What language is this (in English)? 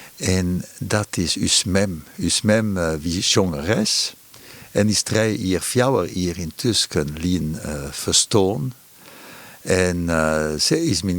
Western Frisian